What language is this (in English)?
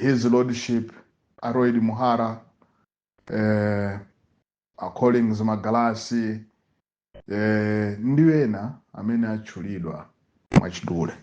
Nyanja